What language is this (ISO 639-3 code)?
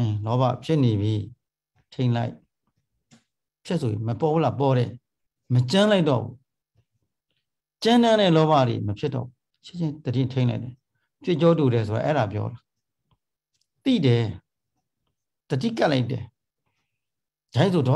mya